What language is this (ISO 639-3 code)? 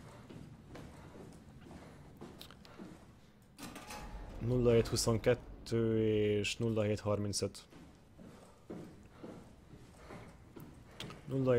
hun